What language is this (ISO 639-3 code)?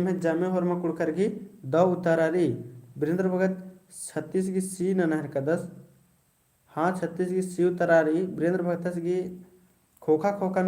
kru